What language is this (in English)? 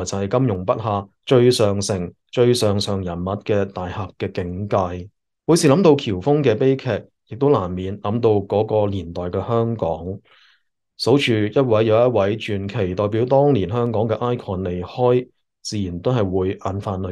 Cantonese